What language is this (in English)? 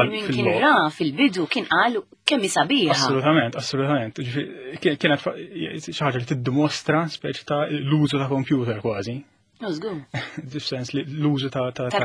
Maltese